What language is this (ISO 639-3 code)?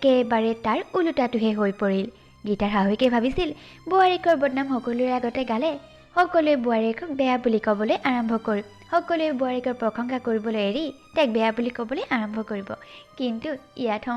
asm